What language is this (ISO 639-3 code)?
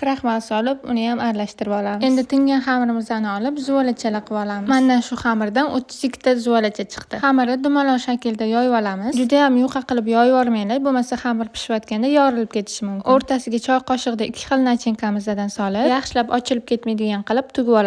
uzb